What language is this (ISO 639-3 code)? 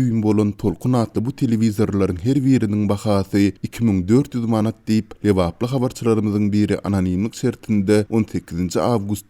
tuk